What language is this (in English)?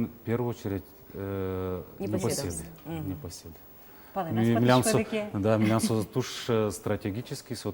Udmurt